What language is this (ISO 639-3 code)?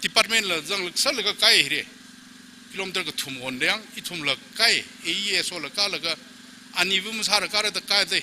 nmf